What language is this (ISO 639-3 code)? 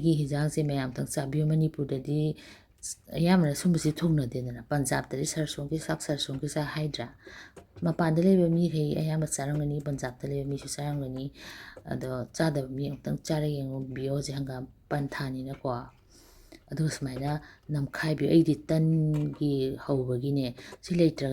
mni